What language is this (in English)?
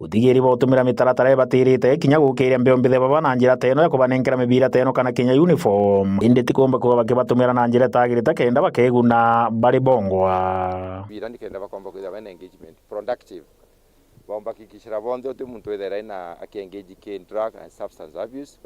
Meru